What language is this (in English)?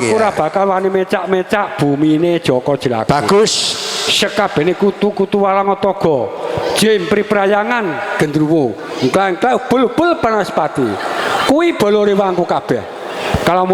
Javanese